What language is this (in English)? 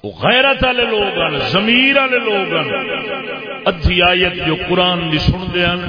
Saraiki